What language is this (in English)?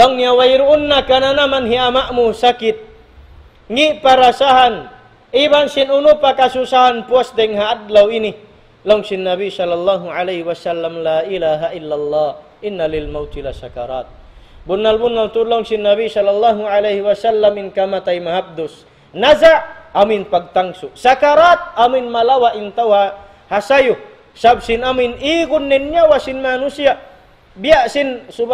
Tausug